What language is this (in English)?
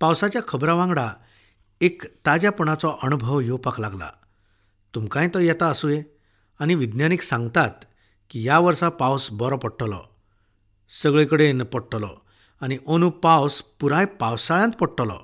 Konkani